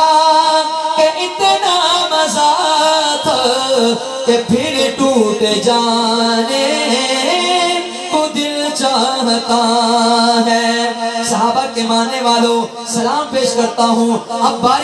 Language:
Urdu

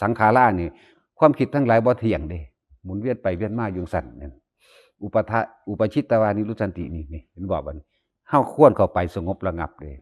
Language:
Northeastern Thai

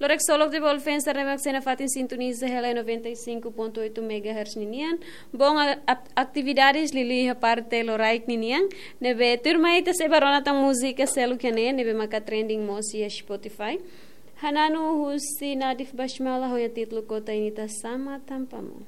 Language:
Tetum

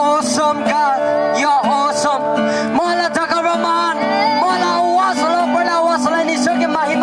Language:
Naga Pidgin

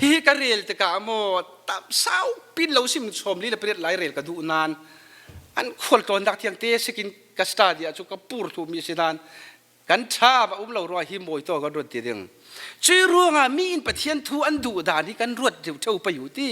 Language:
Falam Chin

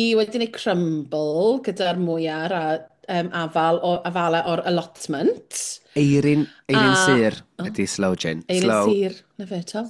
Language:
Welsh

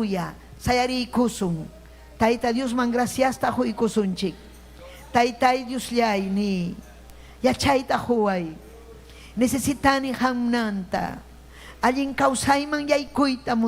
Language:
Ayacucho Quechua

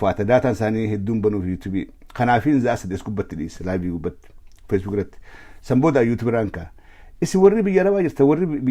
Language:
Oromo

